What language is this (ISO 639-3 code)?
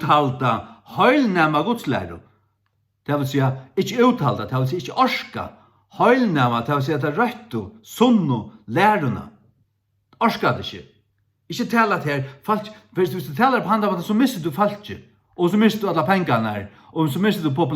fao